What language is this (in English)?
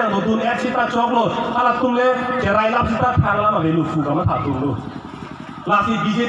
Karbi